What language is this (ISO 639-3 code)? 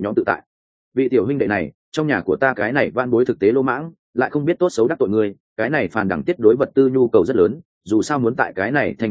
vie